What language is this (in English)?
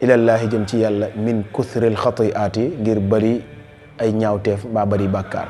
Wolof